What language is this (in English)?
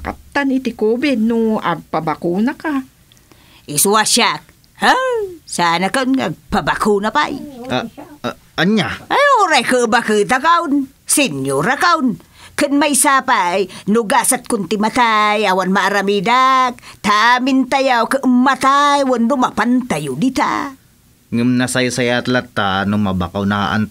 Iloko